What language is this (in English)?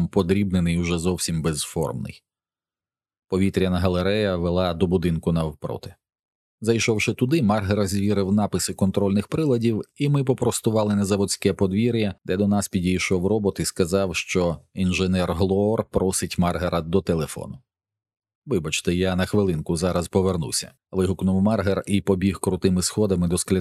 Ukrainian